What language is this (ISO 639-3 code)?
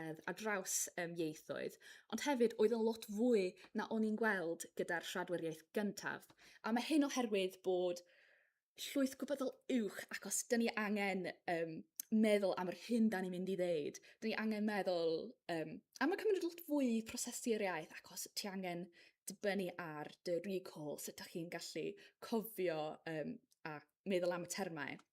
cym